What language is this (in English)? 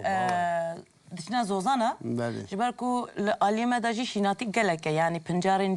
Kurdish